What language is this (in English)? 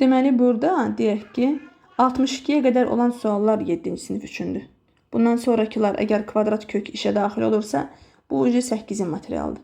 Azerbaijani